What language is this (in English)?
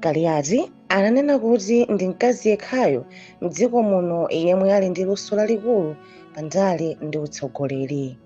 Nyanja